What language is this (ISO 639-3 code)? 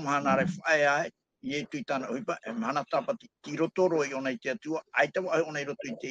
tah